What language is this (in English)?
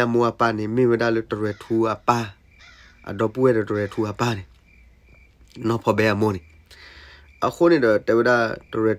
S'gaw Karen